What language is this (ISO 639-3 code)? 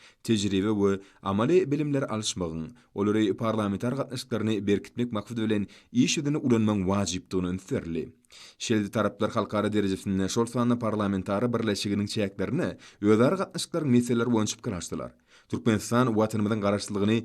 tuk